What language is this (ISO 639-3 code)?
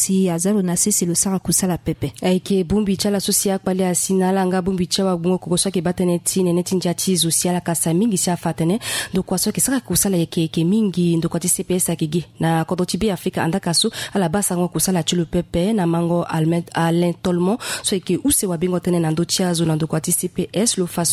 sag